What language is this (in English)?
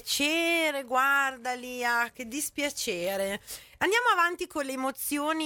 Italian